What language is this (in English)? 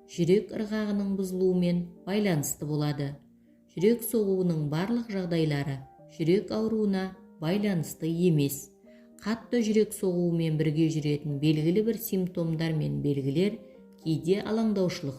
Kazakh